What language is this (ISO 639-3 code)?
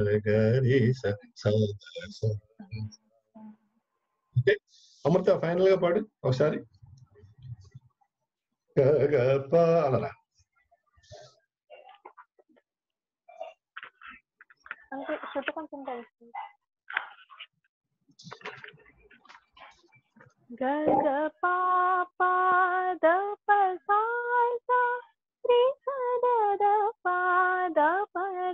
tel